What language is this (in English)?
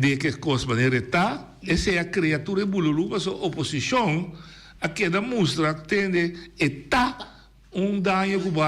Papiamento